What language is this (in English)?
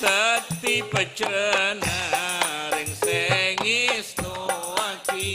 Madurese